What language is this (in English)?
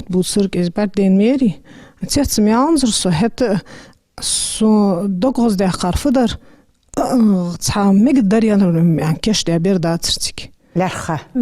Ingush